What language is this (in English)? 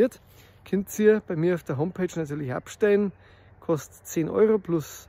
Bavarian